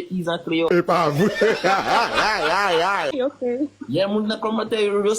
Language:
Haitian Creole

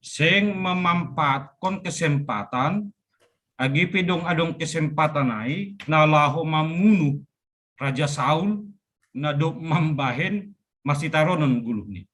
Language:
Batak Simalungun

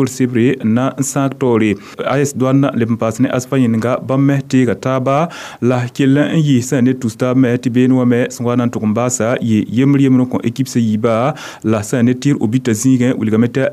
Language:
Mossi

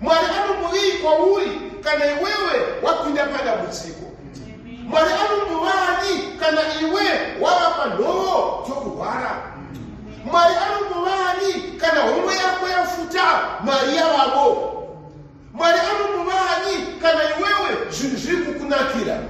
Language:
Shona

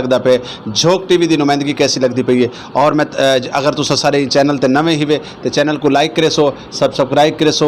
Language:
Saraiki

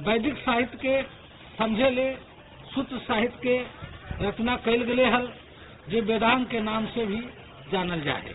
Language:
Magahi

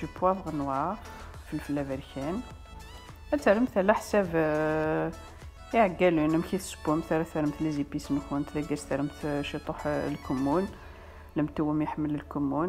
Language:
Kabyle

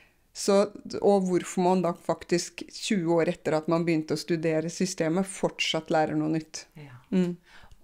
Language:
Norwegian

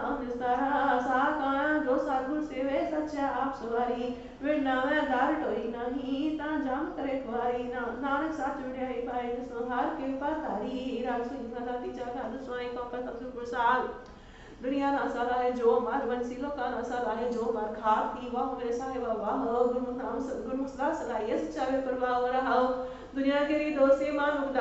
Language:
Punjabi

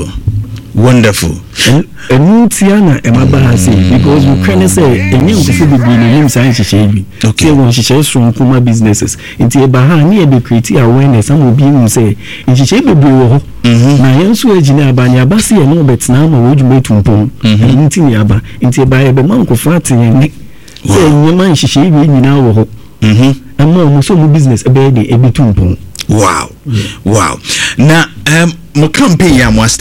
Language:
Akan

